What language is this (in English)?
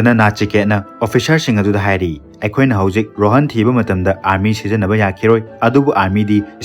Manipuri